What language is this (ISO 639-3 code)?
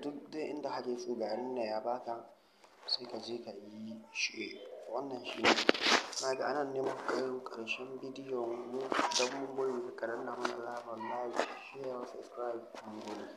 hau